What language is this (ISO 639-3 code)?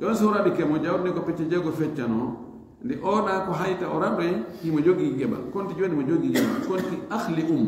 ful